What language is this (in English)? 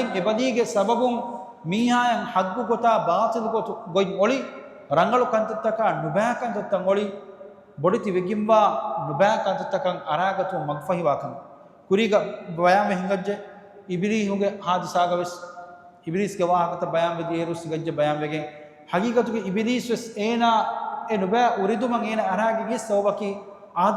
Divehi